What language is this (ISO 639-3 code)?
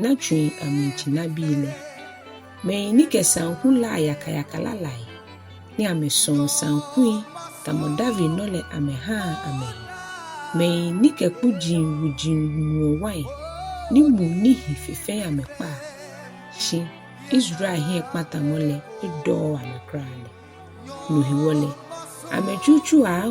gaa